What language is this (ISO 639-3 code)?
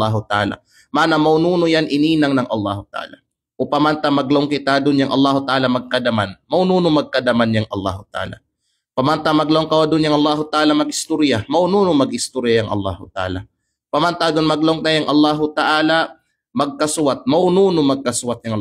kqe